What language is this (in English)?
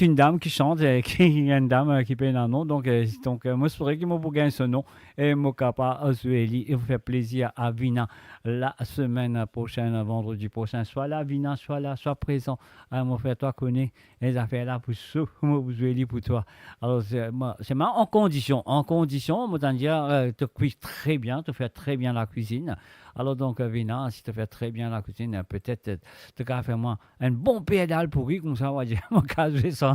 Morisyen